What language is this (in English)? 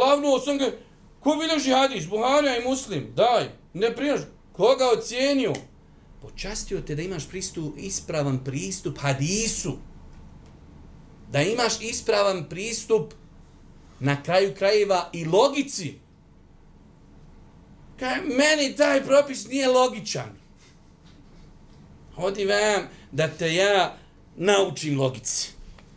Bosnian